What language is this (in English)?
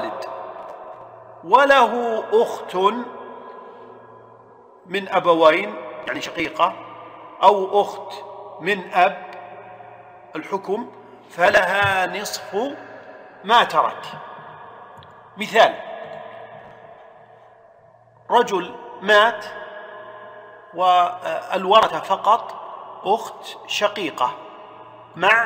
Arabic